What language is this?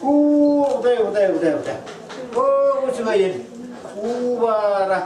Yakut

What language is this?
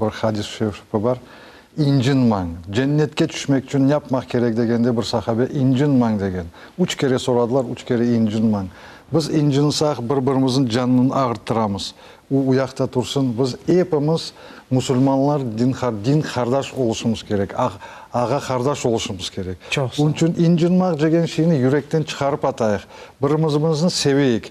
Crimean Tatar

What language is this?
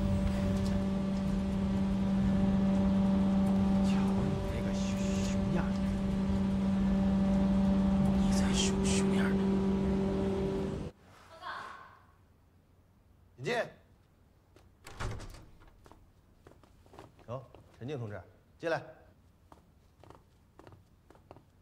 Chinese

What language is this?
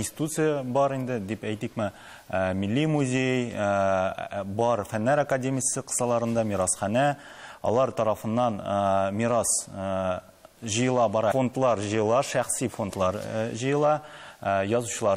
Tatar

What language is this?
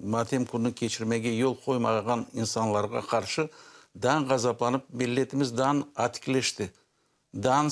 Crimean Tatar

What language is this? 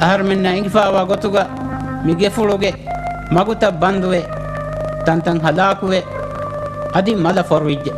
Divehi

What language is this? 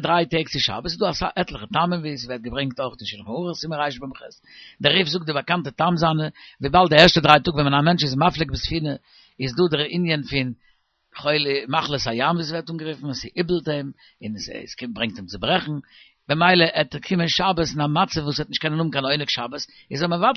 Yiddish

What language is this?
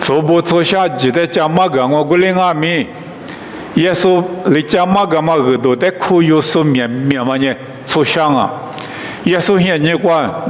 Lisu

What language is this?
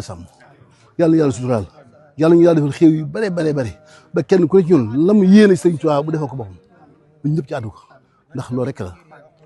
Wolof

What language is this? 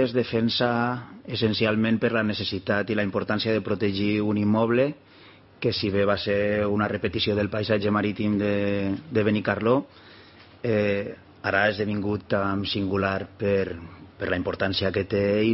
Catalan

